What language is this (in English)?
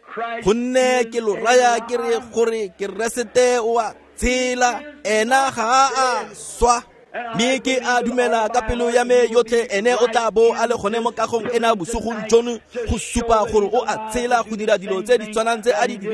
Tswana